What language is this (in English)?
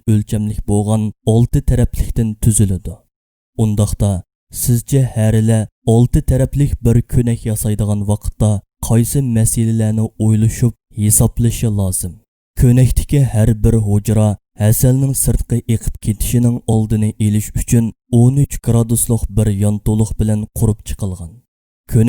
Uyghur